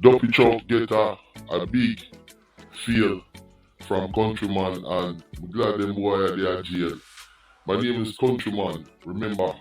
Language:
Jamaican Creole English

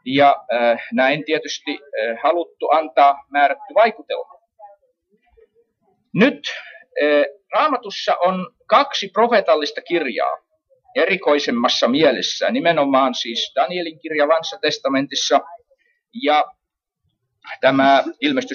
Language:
Finnish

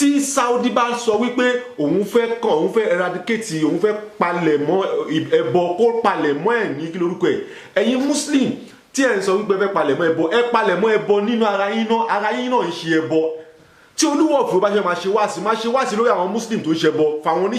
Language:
Yoruba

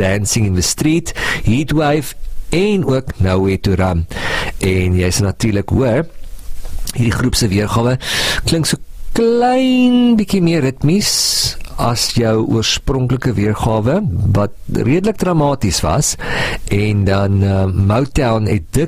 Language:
Afrikaans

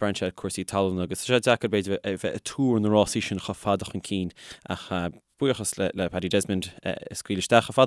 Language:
Irish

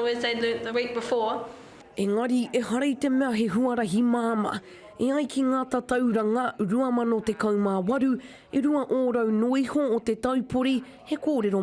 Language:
Māori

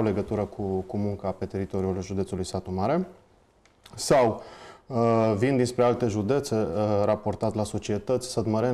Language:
Romanian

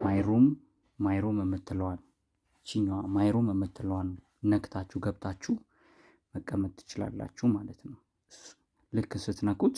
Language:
Amharic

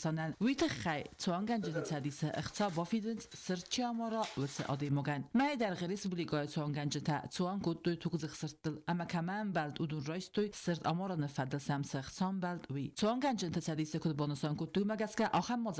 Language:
Ossetic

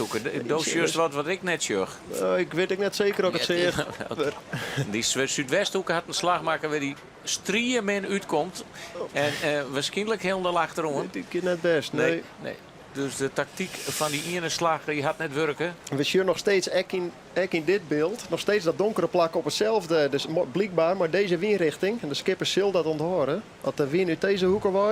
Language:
Western Frisian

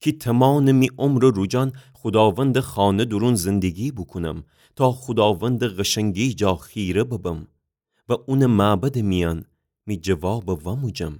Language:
Gilaki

